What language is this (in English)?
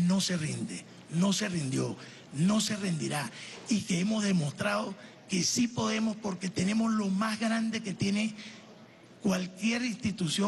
Spanish